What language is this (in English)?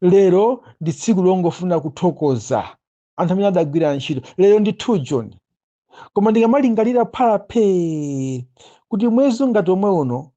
Nyanja